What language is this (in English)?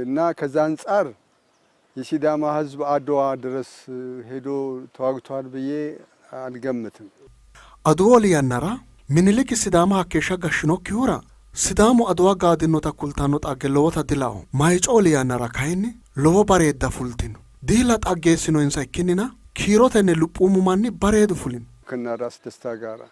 Sidamo